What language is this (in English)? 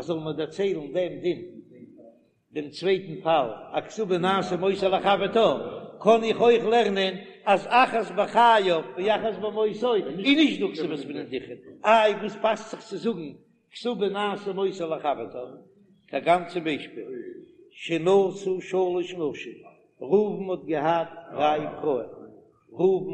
Yiddish